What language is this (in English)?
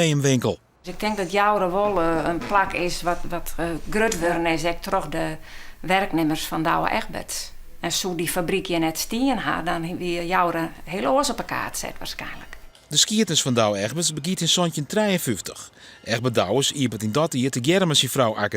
Western Frisian